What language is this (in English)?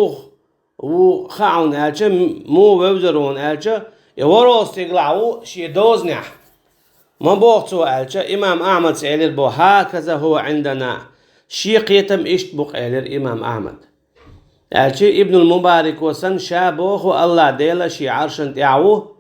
Chechen